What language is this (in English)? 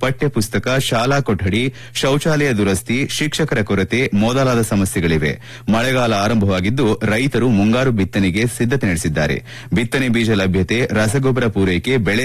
Kannada